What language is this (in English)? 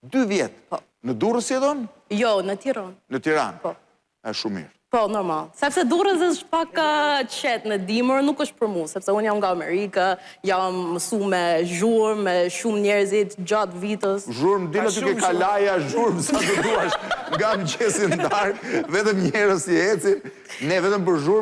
Albanian